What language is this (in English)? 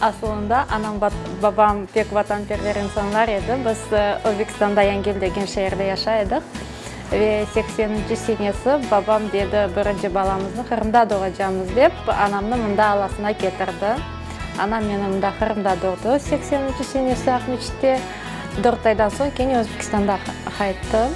Crimean Tatar